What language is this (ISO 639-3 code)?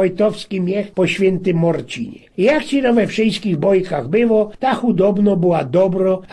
szl